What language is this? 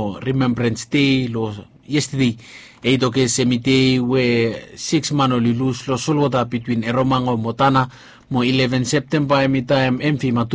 Bislama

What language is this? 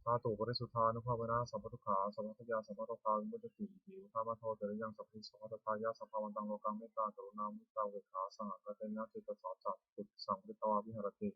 Pali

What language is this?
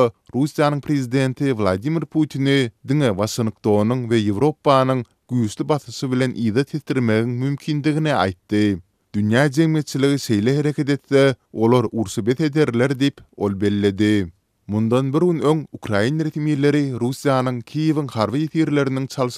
Turkmen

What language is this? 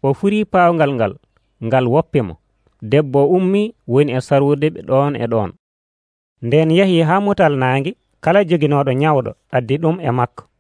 Nigerian Fulfulde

